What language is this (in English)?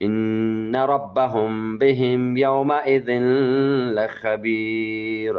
Eastern Balochi